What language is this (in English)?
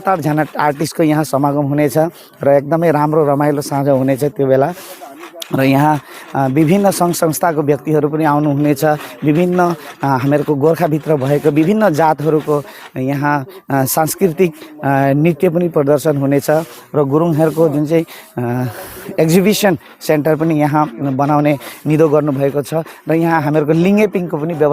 Nepali